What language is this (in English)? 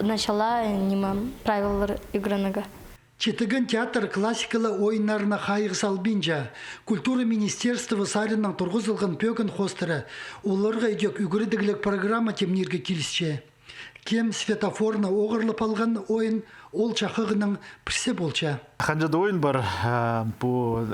Khakas